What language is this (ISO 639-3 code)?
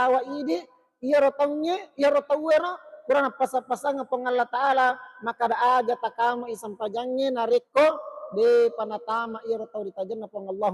bug